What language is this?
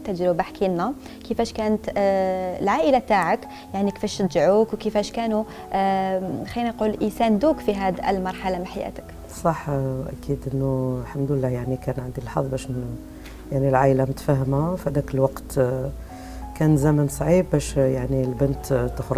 Algerian Arabic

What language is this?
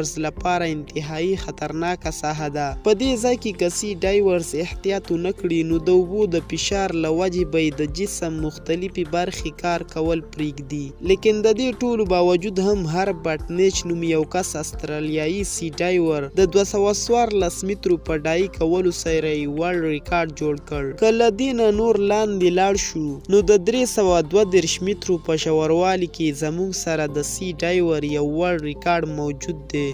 Pashto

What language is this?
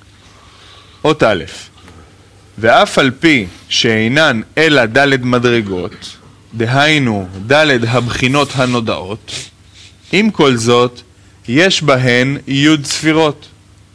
Hebrew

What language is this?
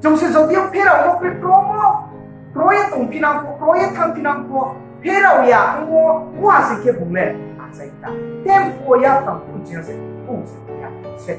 Riang (India)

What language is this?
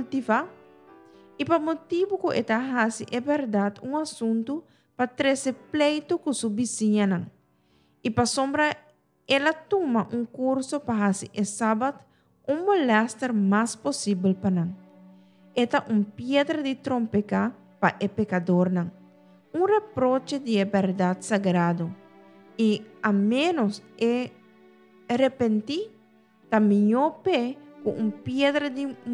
Papiamento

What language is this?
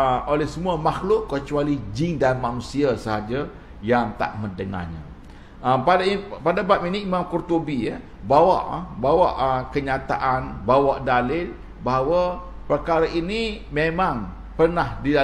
Malay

